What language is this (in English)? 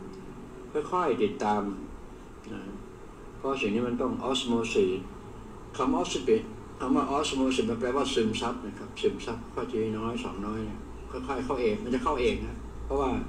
Thai